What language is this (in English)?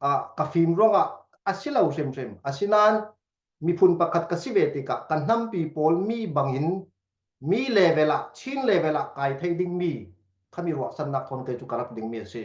Falam Chin